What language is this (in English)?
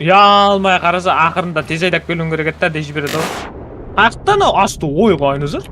Kara-Kalpak